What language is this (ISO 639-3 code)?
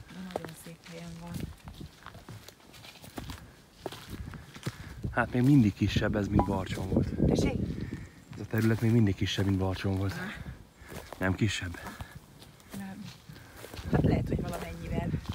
hun